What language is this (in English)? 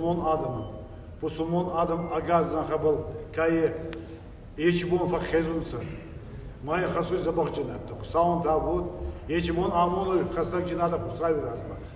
Ossetic